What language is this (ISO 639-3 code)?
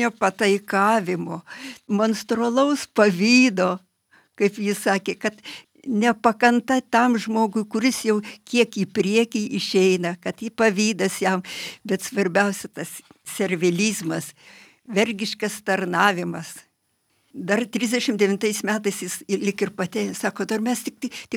lit